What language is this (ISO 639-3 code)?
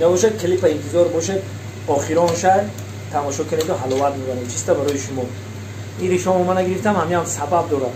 fas